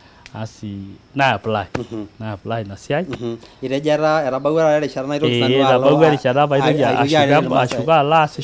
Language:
Masai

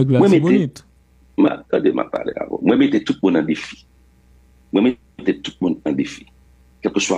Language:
Haitian Creole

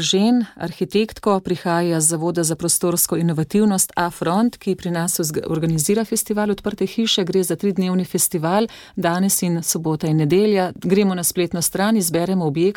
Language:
Slovenian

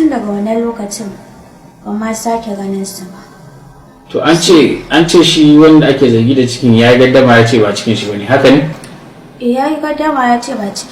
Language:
Hausa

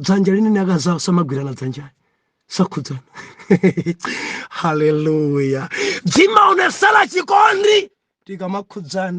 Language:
Nyanja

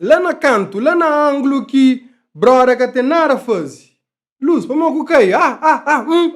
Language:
Kabuverdianu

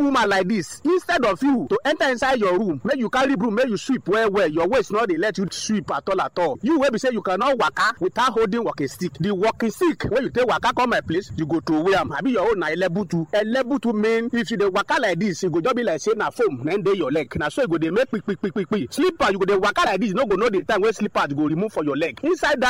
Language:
Nigerian Pidgin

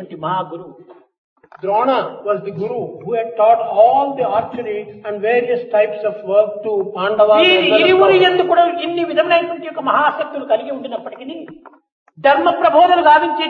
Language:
Telugu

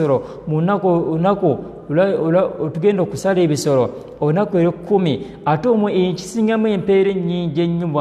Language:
Ganda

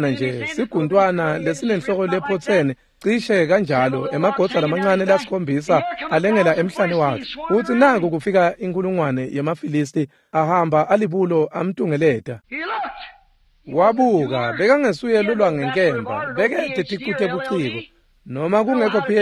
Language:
Swati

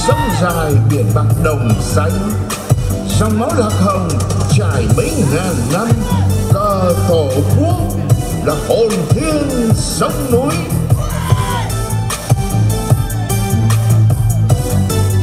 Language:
Vietnamese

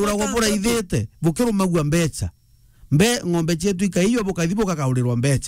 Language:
Meru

